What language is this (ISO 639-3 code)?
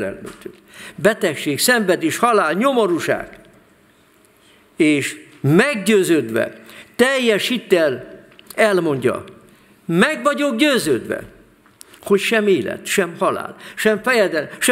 hun